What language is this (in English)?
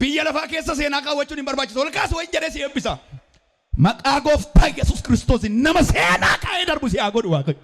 Oromo